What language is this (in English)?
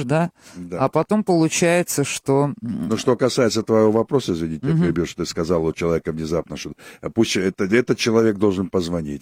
Russian